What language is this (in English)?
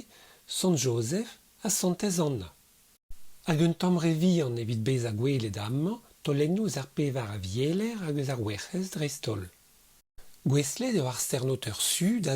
Breton